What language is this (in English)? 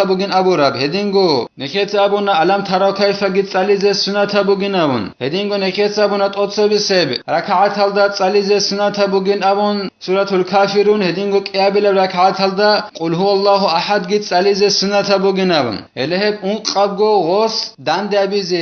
Avaric